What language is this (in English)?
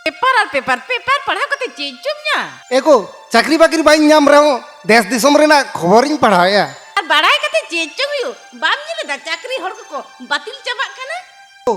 Santali